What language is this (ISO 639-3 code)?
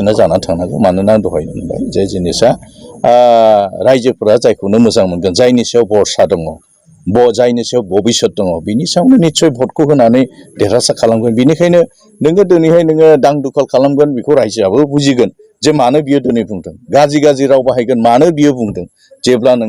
brx